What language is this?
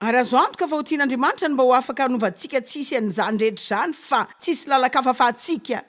Malagasy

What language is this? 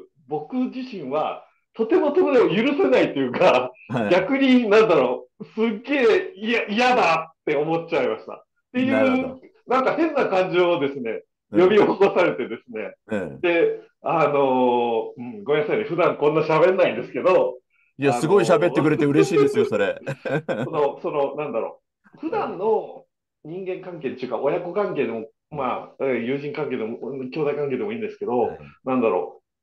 Japanese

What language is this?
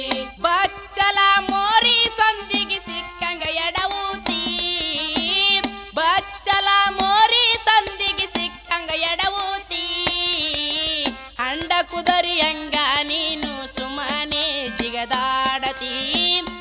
Kannada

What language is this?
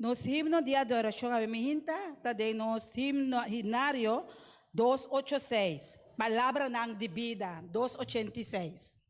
Papiamento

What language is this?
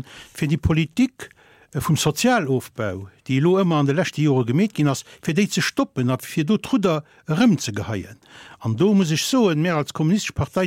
Luxembourgish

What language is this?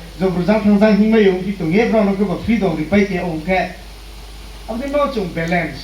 Riang (India)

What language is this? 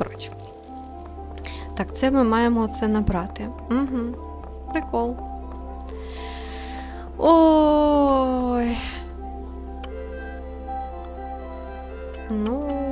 Ukrainian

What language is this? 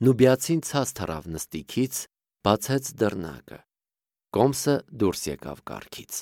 Armenian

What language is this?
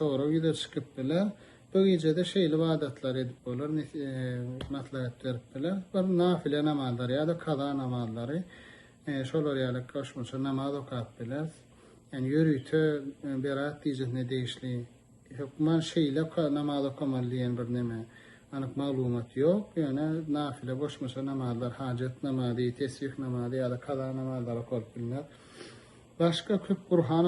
Turkmen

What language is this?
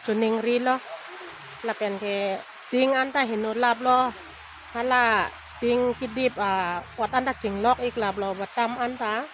Karbi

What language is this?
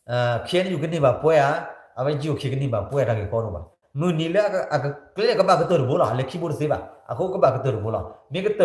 S'gaw Karen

